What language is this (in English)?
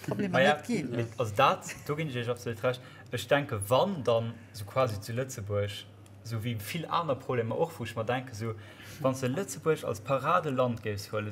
Luxembourgish